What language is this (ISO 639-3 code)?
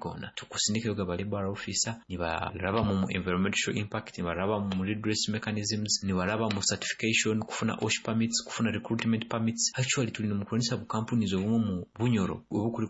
nyo